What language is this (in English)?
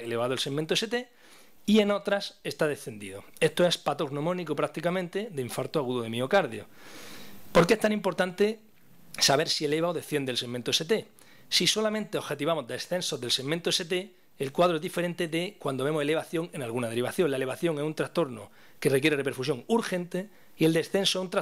Spanish